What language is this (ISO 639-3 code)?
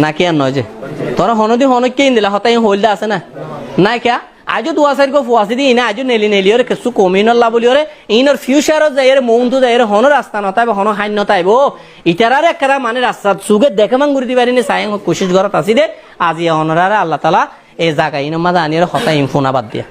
rhg